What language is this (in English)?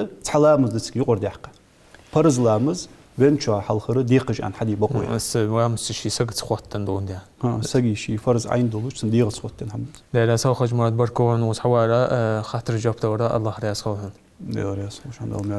Ingush